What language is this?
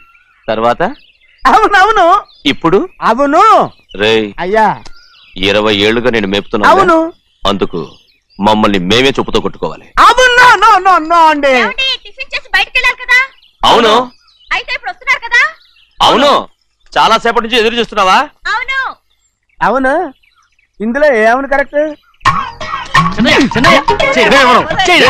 Telugu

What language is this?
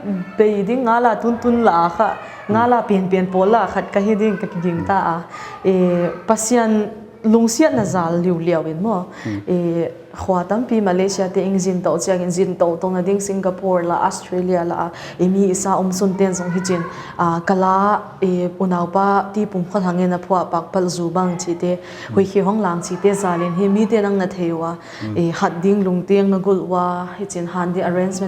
Paite Chin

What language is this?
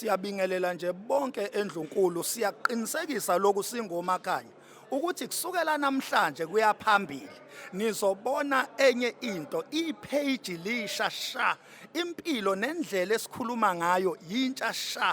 Zulu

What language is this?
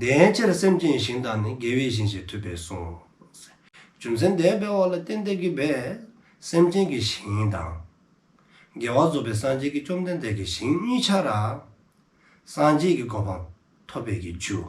Dzongkha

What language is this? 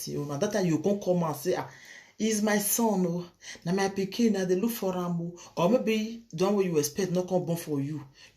Nigerian Pidgin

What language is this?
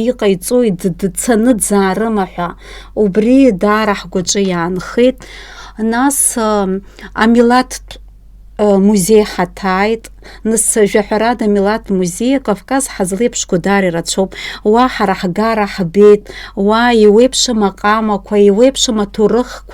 Abkhazian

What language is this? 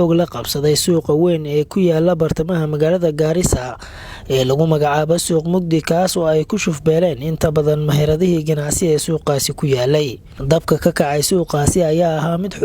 Somali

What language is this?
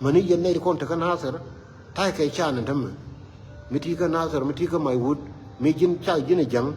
Nuer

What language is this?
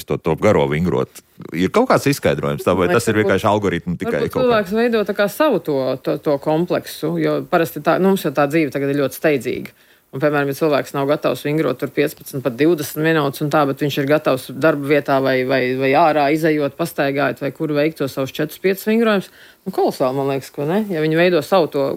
Latvian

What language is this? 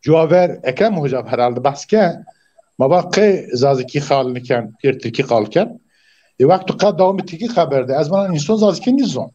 Zaza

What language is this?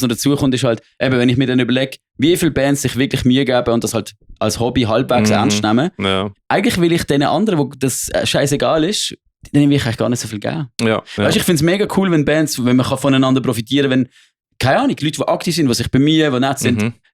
Swiss German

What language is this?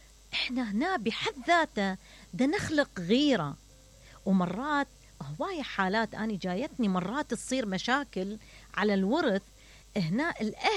Mesopotamian Arabic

